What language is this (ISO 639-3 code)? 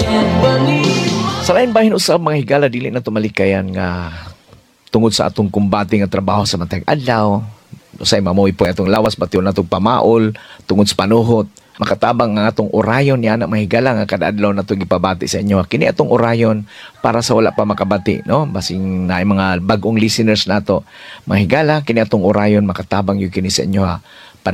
ceb